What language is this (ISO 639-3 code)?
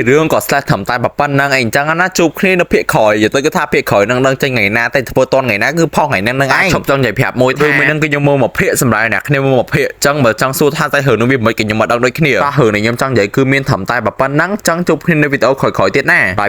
khm